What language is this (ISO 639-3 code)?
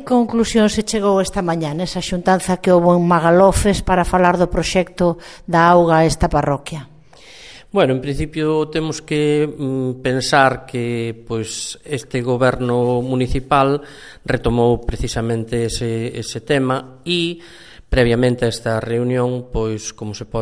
glg